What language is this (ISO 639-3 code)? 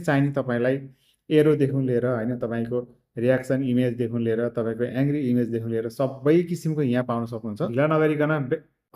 nep